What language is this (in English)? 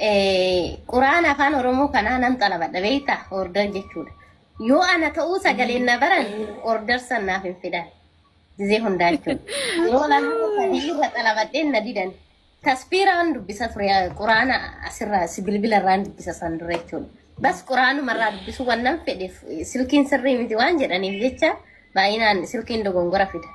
Oromo